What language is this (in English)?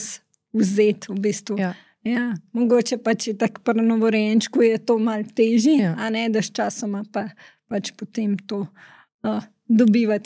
Slovenian